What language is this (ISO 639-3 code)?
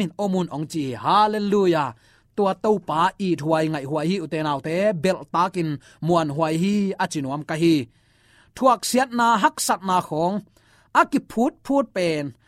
ctd